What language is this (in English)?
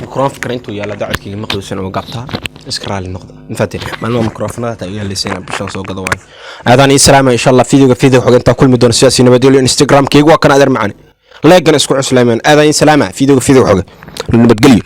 Somali